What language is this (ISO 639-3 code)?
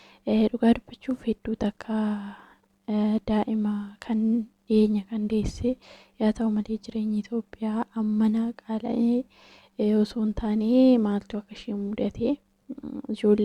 orm